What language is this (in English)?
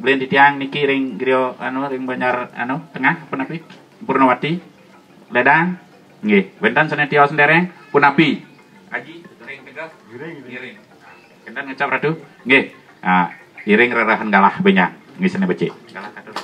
Balinese